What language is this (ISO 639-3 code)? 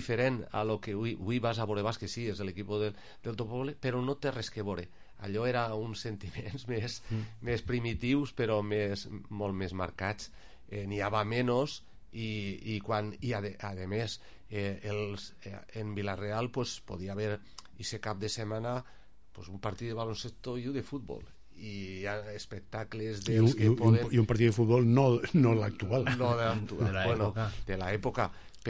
cat